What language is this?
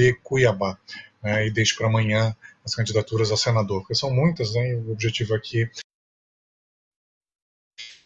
Portuguese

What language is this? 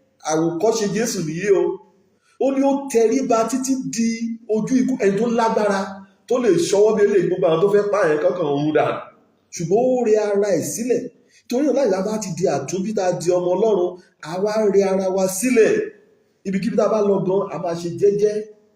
Yoruba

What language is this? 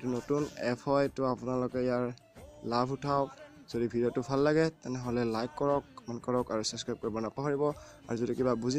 Assamese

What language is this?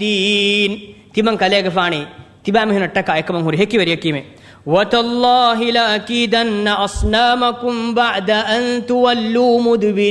Divehi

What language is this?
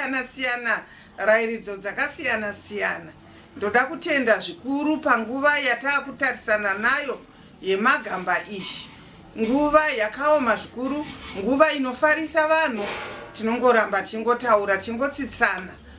Shona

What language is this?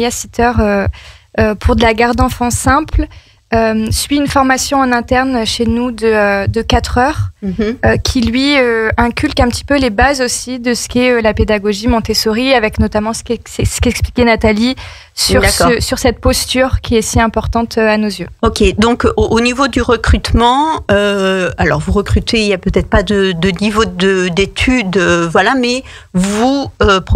French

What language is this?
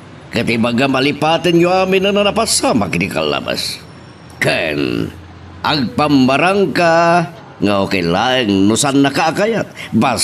Iloko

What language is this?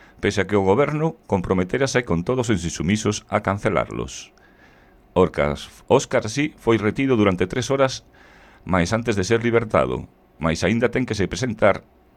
Galician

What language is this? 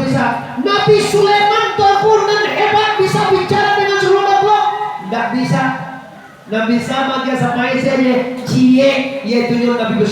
Minangkabau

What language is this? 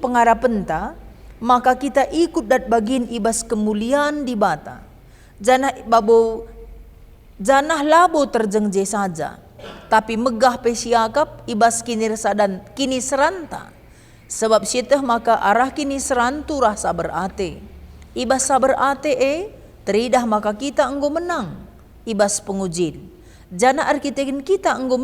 Batak Karo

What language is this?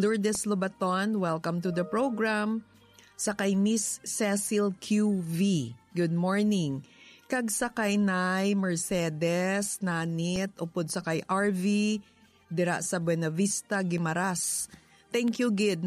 Hiligaynon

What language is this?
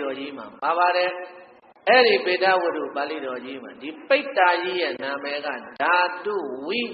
Burmese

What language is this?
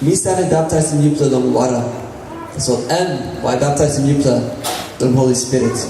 Tok Pisin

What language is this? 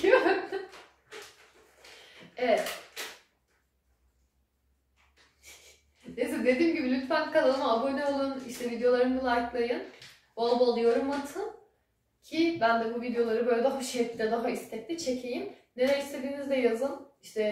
Turkish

